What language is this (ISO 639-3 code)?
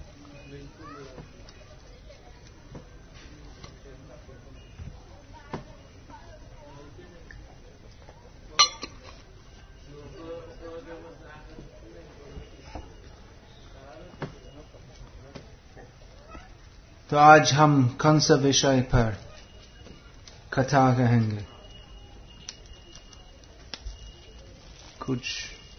hin